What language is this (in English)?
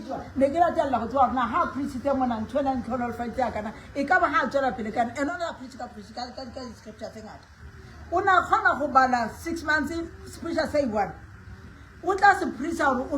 Southern Sotho